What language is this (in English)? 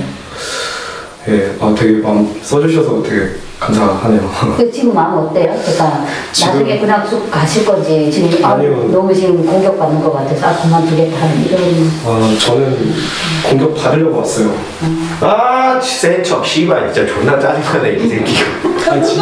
Korean